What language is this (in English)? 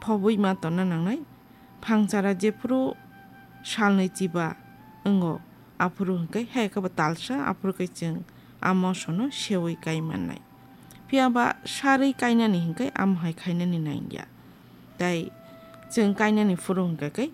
Kok Borok